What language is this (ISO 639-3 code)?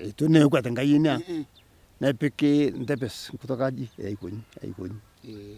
mas